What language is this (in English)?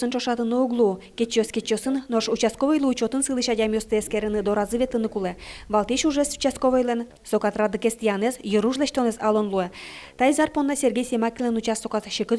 Udmurt